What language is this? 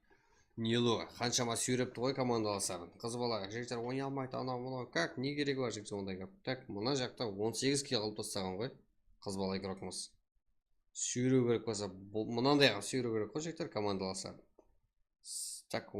Kara-Kalpak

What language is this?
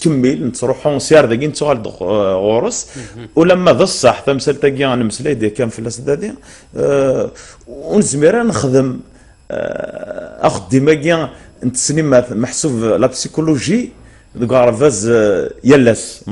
Kabyle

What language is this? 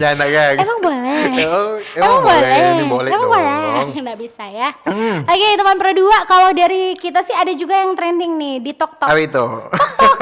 Manado Malay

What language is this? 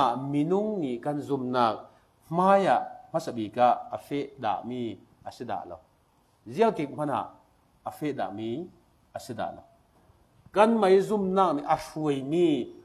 Falam Chin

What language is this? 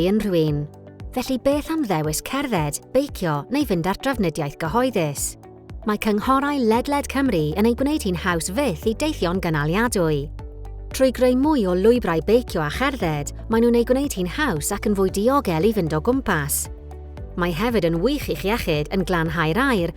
Welsh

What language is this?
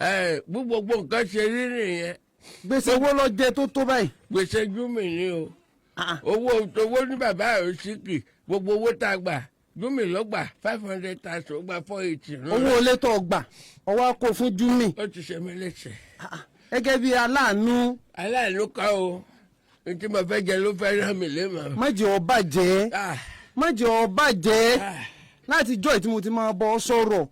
Yoruba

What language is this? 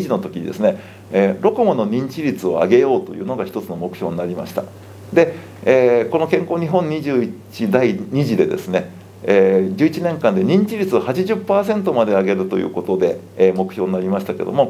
Japanese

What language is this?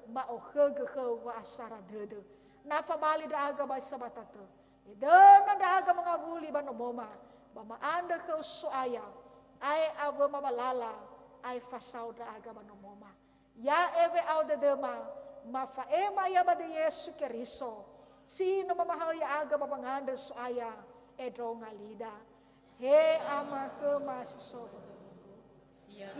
Nias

